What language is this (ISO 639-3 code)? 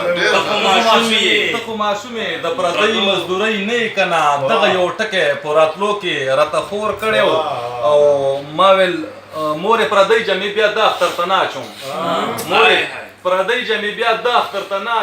pus